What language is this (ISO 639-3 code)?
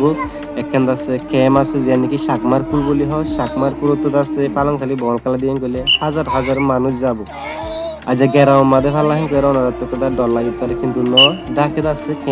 rhg